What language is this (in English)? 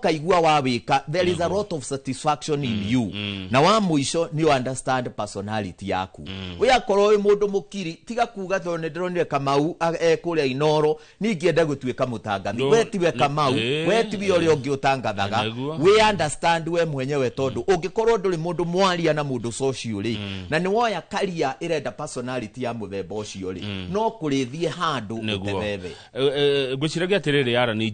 Kikuyu